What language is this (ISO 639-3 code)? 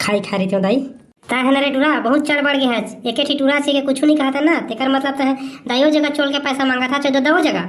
hne